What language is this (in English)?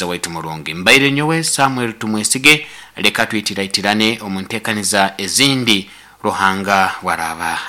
Nyankole